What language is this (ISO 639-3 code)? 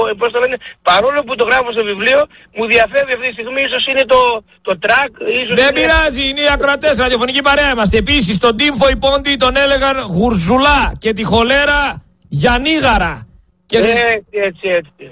ell